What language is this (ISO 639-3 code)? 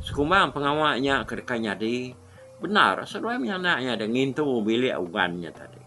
iba